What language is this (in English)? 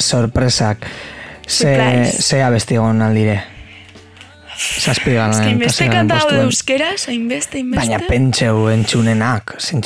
Basque